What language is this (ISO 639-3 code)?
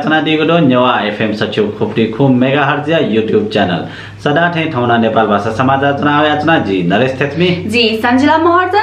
new